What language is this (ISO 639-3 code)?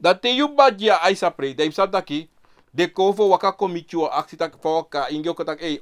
srn